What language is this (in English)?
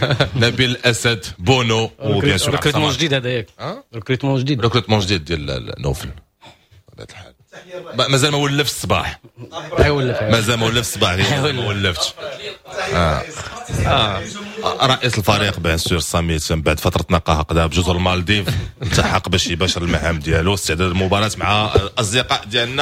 Moroccan Arabic